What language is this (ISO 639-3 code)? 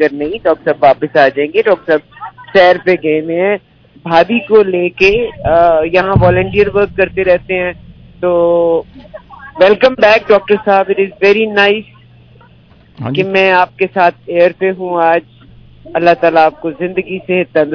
pan